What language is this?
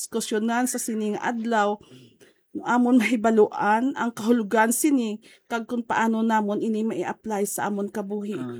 Hiligaynon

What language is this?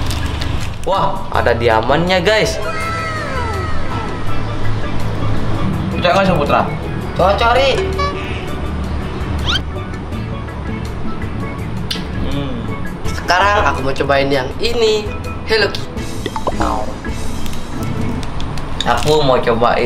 Indonesian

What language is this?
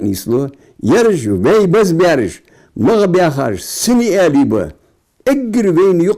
Ingush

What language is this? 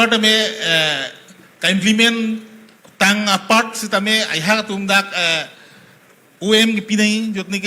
Karbi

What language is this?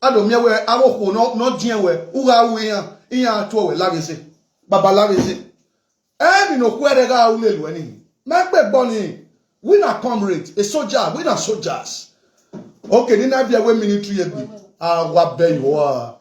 Nigerian Pidgin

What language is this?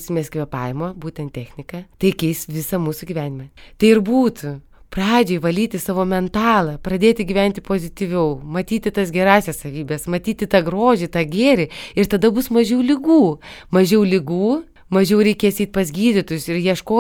Lithuanian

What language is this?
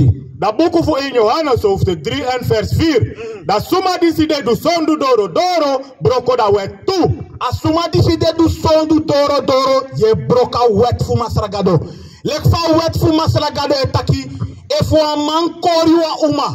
Sranan Tongo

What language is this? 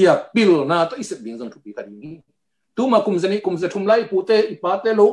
Tedim Chin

